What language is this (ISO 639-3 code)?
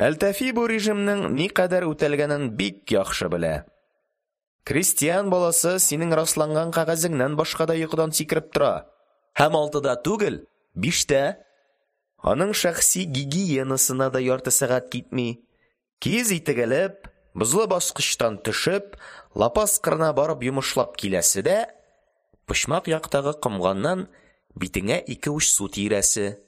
tat